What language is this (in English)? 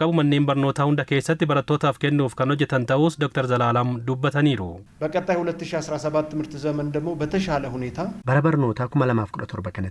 Oromo